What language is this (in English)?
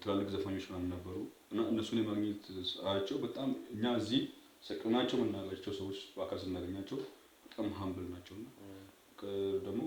Amharic